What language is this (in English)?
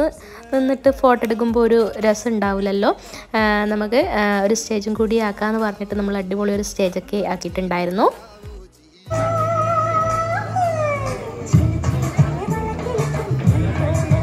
Malayalam